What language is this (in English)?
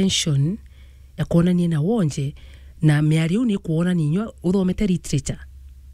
Meru